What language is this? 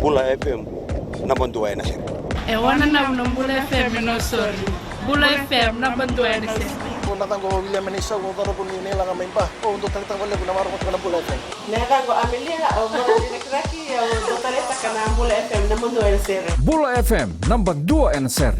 Fijian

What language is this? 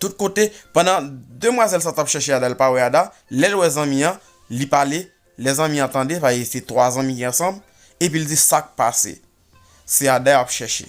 Haitian Creole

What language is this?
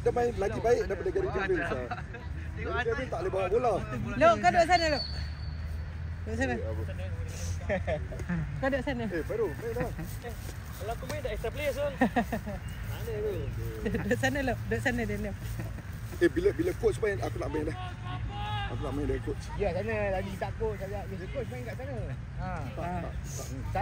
Malay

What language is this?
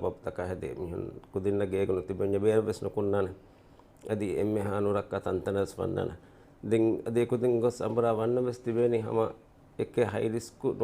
Divehi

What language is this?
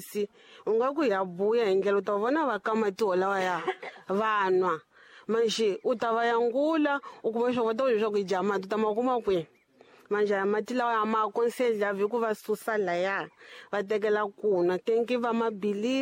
Tsonga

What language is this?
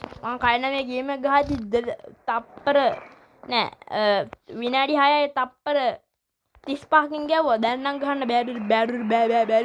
Sinhala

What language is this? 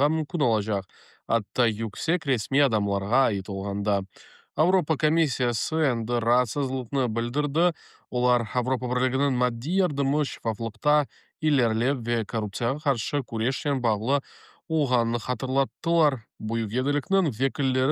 Crimean Tatar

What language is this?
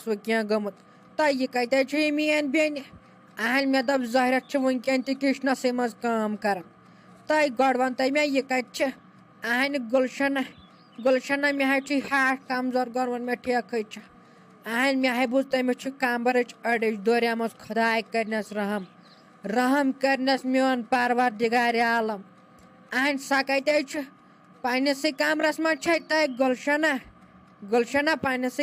Kashmiri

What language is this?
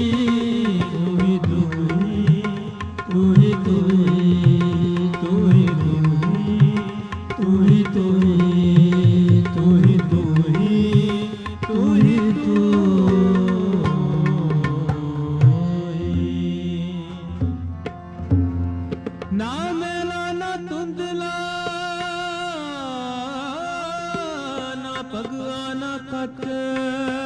Punjabi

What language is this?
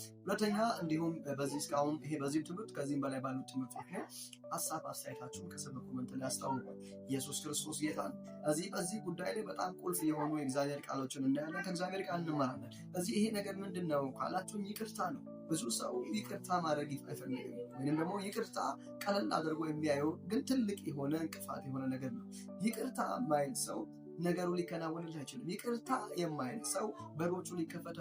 Amharic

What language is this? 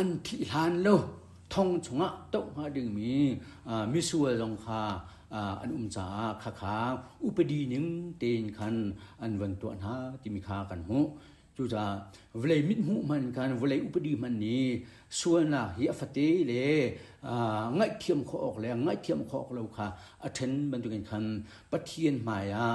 Hakha Chin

